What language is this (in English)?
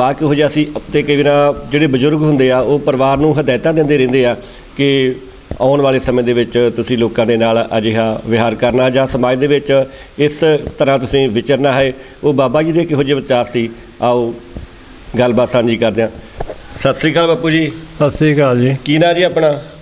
Punjabi